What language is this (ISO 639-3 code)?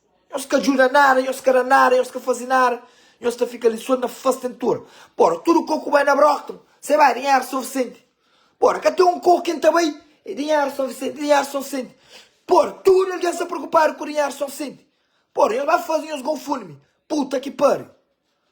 kea